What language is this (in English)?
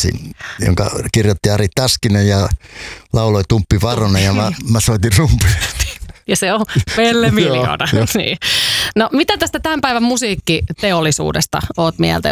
Finnish